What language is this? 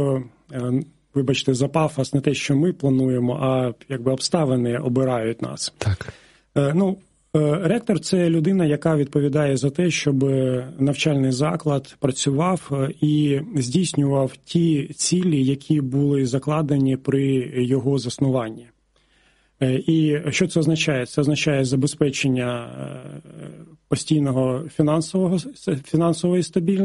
Ukrainian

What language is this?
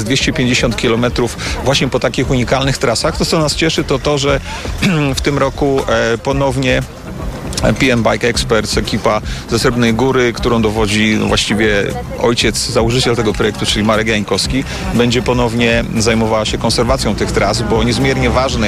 Polish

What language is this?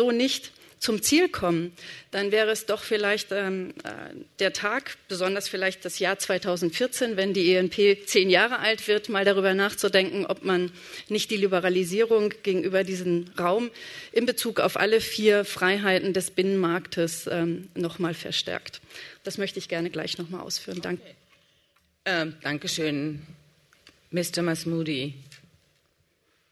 German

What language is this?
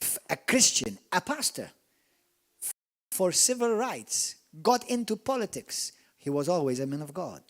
English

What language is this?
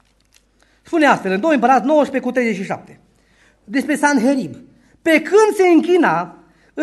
Romanian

